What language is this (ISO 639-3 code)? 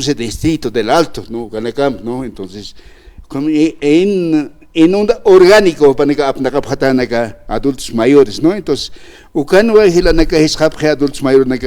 aym